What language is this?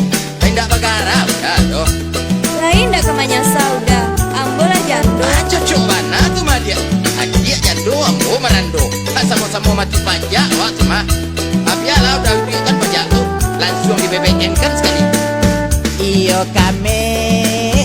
Minangkabau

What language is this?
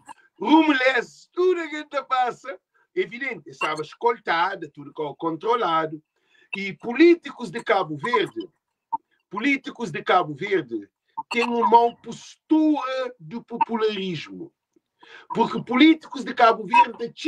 Kabuverdianu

